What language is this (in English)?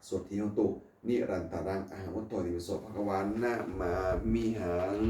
Pali